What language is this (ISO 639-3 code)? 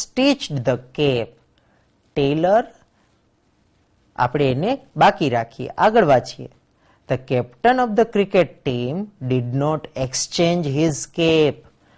guj